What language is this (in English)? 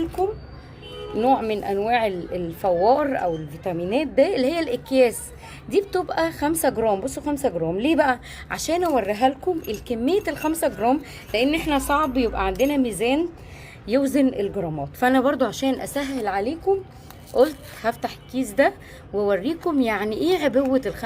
Egyptian Arabic